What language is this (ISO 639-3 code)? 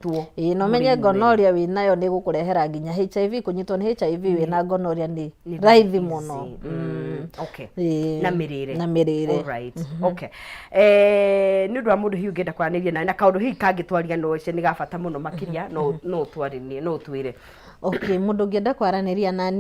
kik